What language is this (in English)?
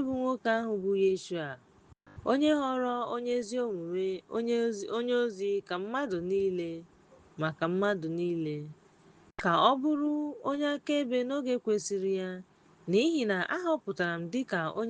Igbo